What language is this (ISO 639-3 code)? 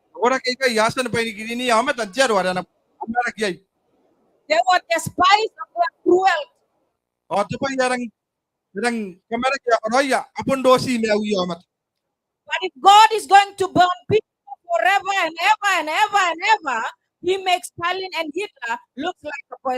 gil